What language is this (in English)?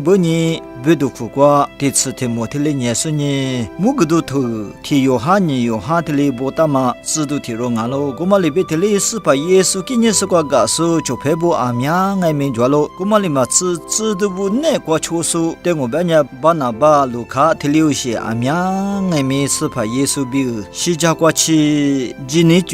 Lisu